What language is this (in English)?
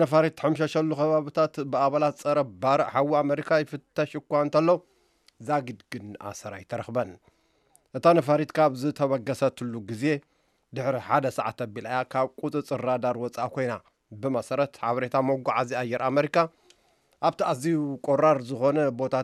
Tigrinya